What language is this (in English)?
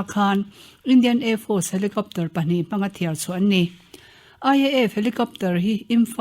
Mizo